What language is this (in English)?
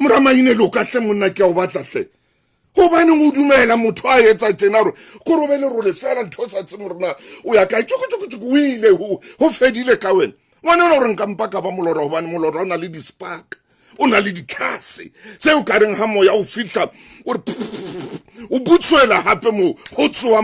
Southern Sotho